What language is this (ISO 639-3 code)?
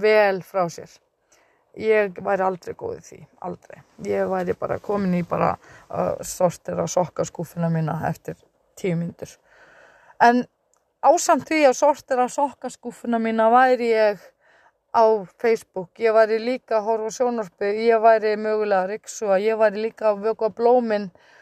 isl